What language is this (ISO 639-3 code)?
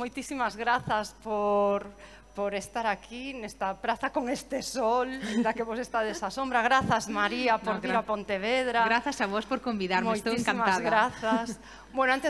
glg